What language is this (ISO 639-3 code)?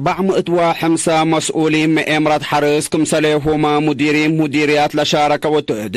tig